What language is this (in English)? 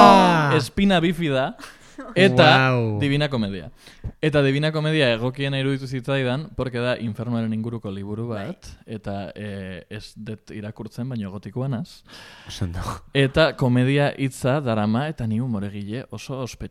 Basque